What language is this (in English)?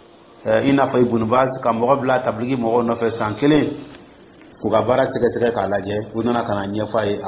Dyula